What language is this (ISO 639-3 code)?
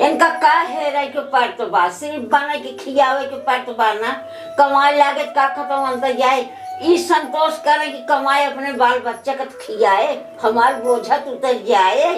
awa